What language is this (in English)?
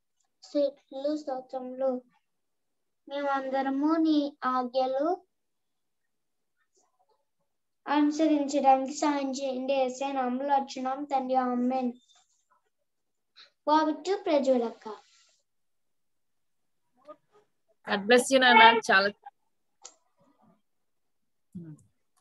Telugu